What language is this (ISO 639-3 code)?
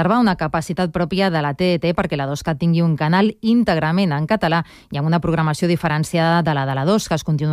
cat